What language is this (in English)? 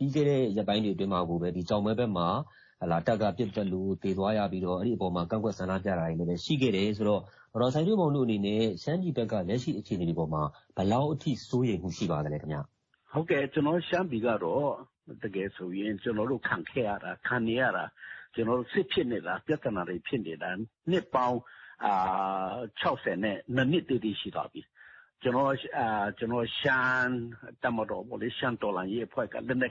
Burmese